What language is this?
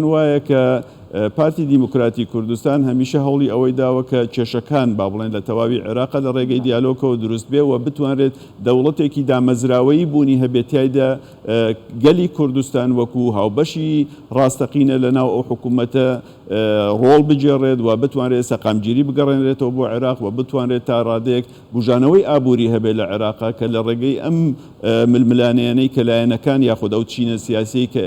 Central Kurdish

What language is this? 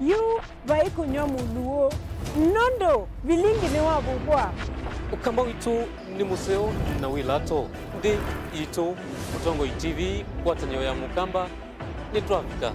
Kamba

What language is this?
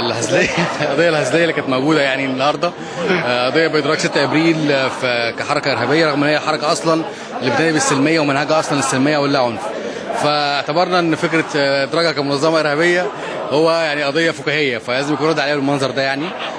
Egyptian Arabic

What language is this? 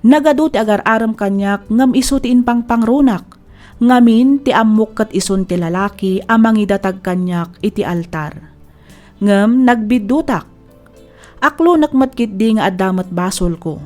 Iloko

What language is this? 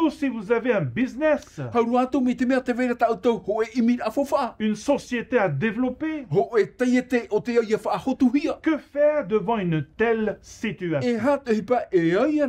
Tahitian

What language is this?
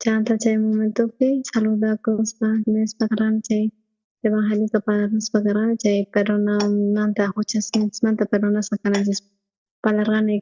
South Bolivian Quechua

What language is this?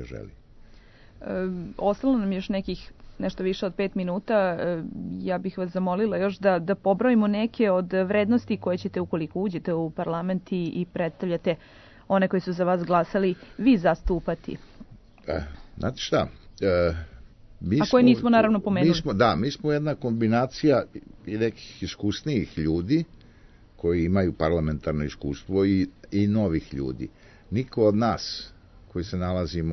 Serbian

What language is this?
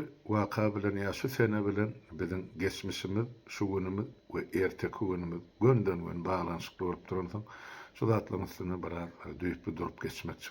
Turkmen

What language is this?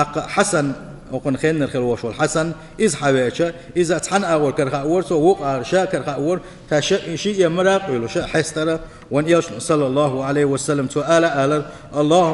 Chechen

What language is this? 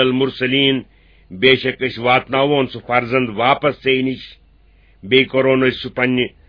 Kashmiri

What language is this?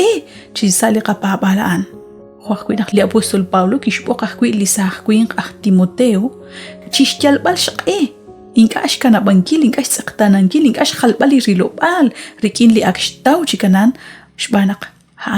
Kekchí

